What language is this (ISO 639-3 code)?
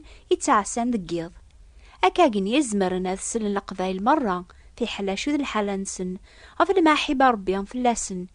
kab